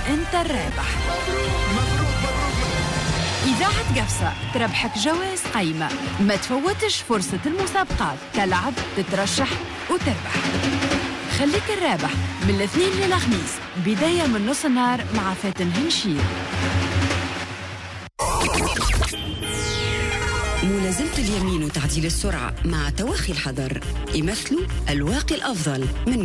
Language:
Tunisian Arabic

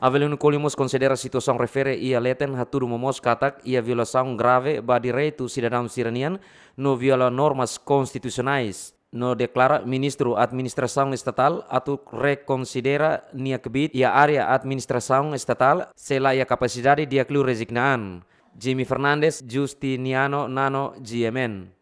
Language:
Tetum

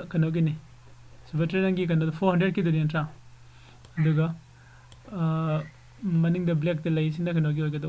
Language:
Manipuri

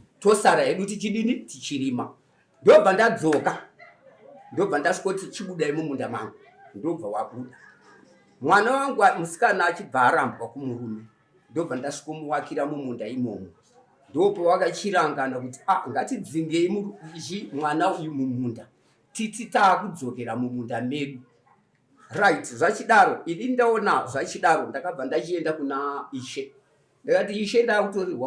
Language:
Shona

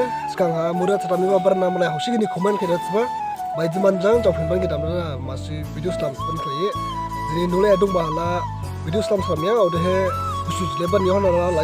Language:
Dimasa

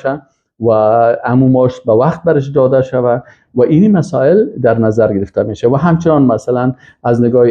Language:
Persian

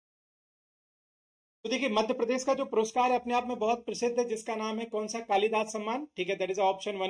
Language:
Hindi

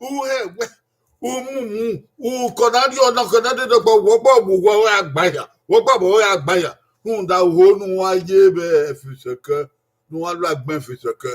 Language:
Bini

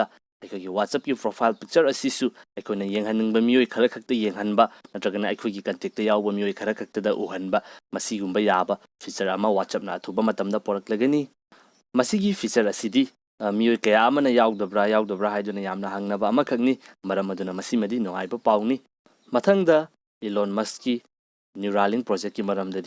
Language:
Manipuri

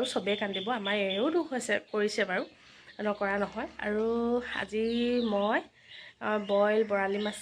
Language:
Assamese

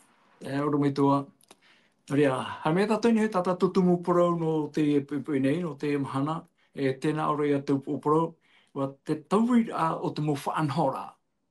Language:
Tahitian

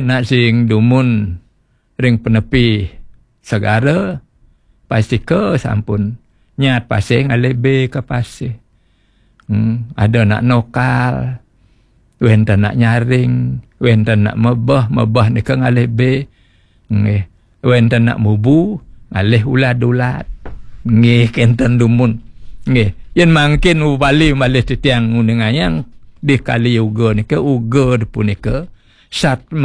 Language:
Balinese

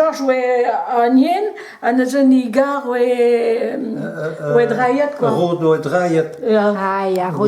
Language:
Breton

